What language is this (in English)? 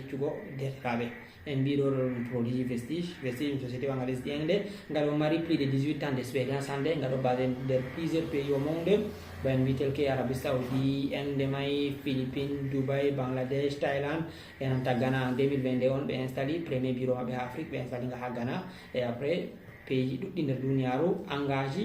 Fula